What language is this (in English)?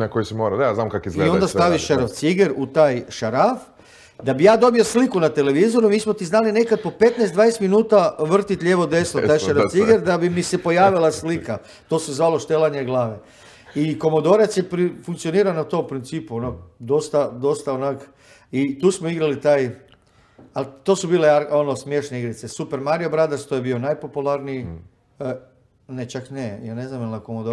Croatian